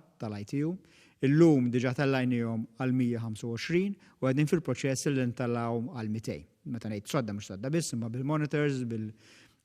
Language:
Maltese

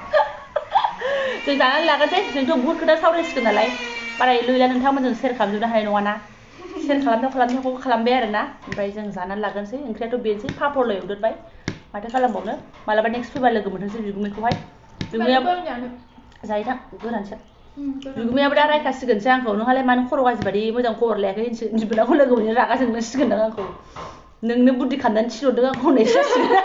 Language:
Bodo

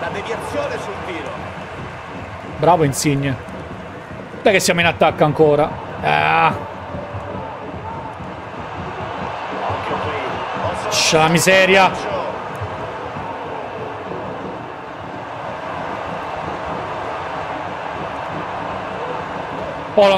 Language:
Italian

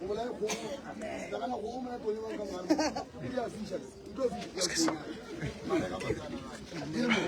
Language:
Northern Sotho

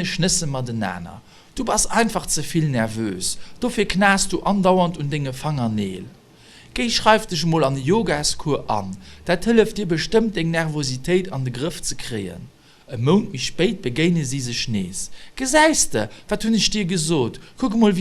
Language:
Luxembourgish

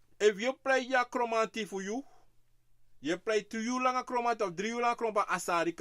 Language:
Sranan Tongo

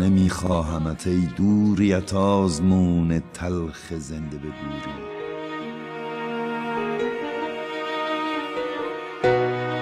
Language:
Persian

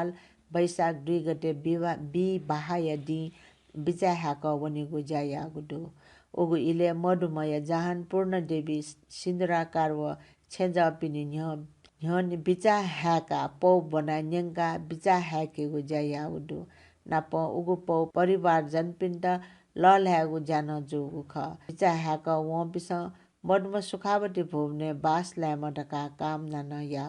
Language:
Newari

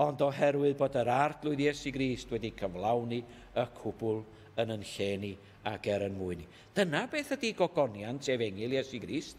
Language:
Welsh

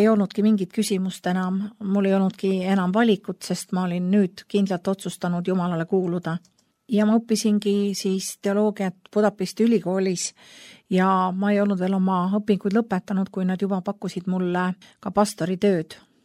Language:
Estonian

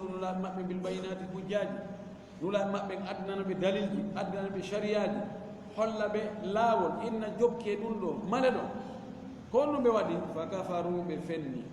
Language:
Fula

